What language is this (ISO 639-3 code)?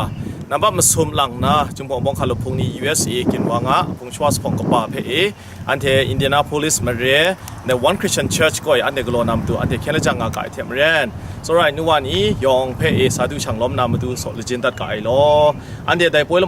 kac